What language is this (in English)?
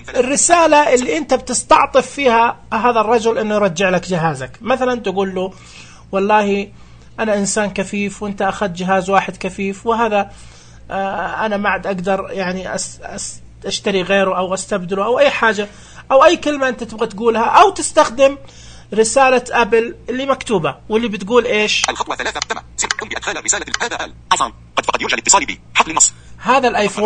Najdi Arabic